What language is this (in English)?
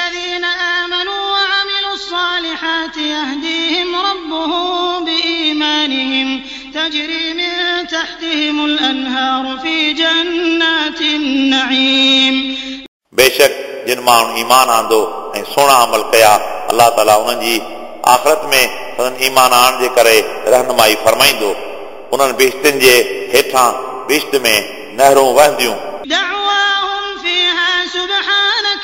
Sindhi